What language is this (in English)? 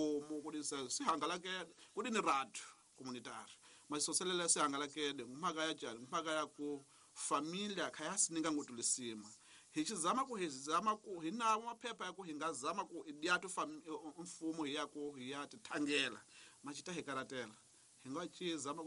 Tsonga